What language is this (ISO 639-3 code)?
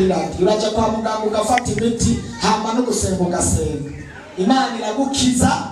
run